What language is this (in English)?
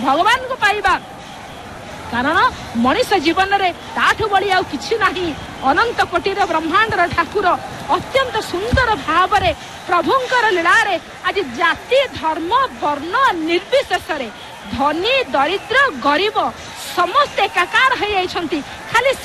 Odia